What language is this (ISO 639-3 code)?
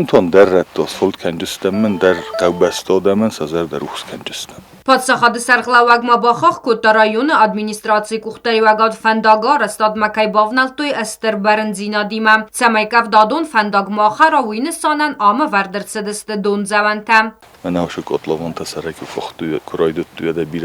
oss